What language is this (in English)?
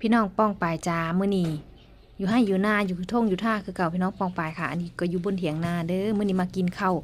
Northeastern Thai